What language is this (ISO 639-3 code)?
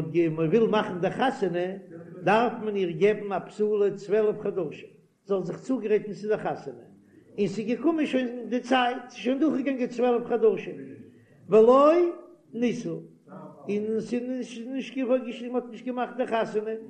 yid